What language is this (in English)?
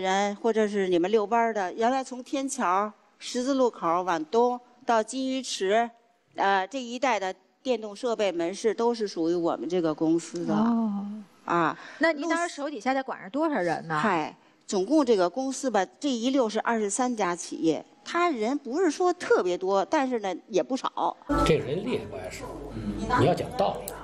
Chinese